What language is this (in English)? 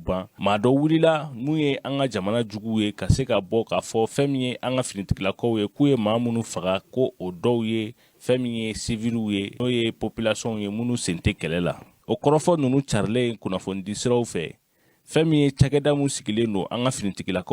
Bambara